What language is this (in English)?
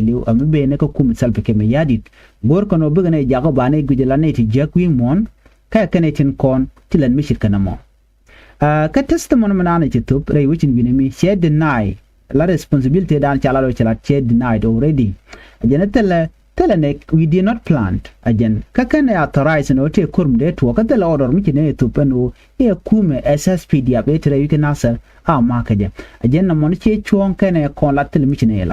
Nuer